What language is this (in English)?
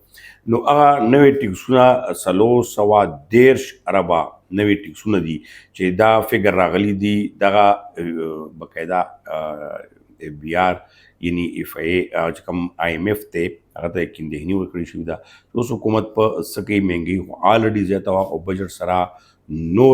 Pashto